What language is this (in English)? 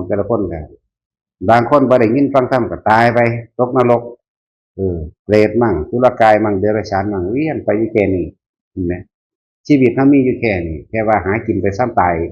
Northeastern Thai